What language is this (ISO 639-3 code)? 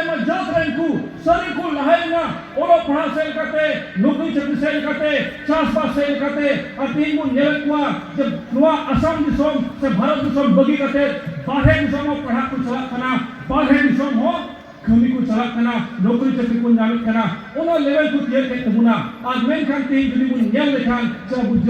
sat